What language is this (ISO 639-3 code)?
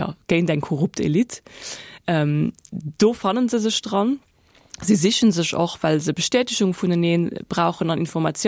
ltz